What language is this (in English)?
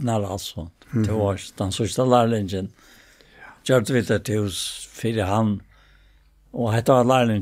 Faroese